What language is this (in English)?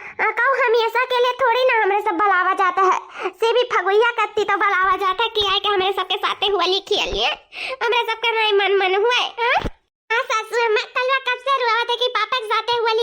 Awadhi